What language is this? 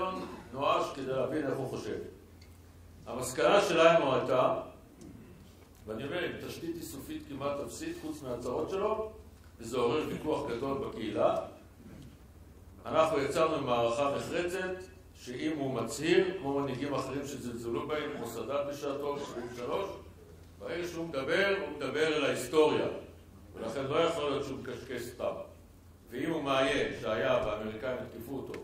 Hebrew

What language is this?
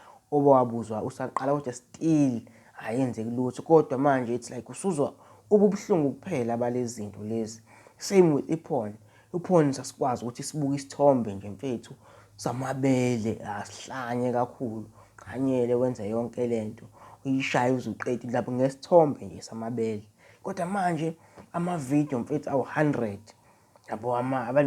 Zulu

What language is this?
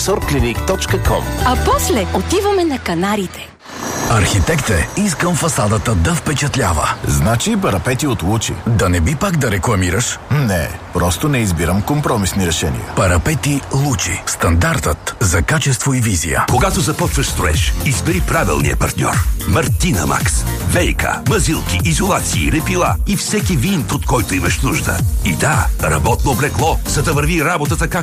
Bulgarian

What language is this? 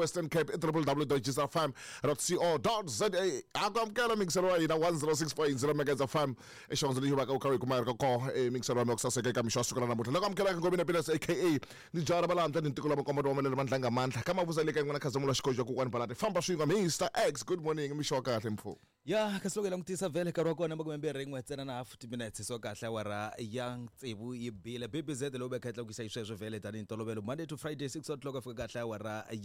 Tsonga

